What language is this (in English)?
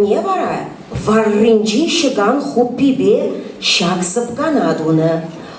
Chuvash